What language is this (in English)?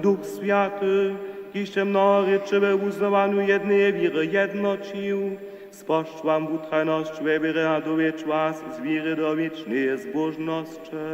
Upper Sorbian